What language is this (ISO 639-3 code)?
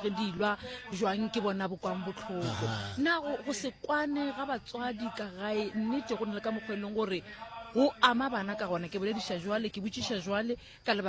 nso